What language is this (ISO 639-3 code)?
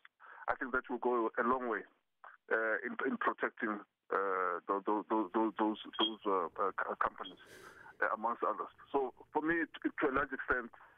eng